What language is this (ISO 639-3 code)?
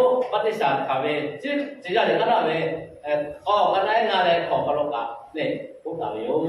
lhu